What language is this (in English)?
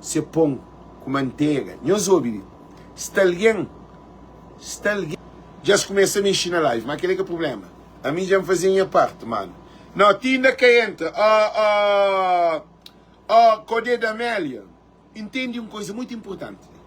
Kabuverdianu